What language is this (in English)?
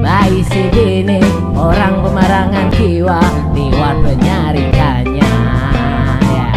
Banjar